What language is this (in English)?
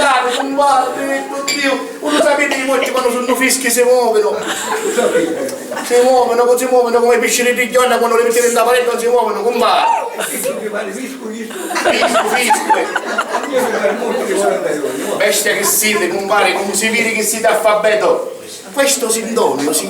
Sicilian